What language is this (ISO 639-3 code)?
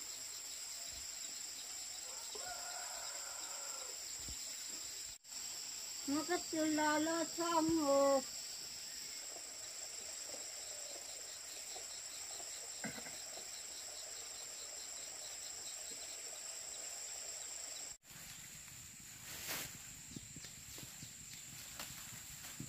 vie